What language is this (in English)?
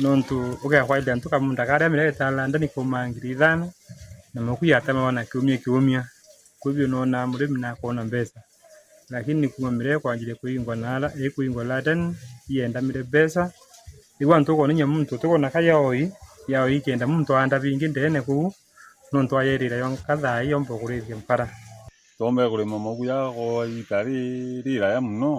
Meru